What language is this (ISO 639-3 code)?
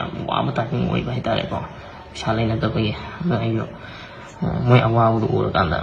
mni